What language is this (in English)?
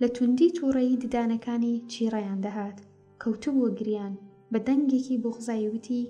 Central Kurdish